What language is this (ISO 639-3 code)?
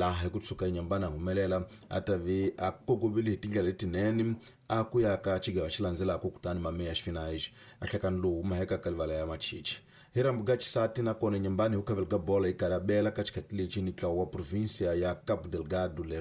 tso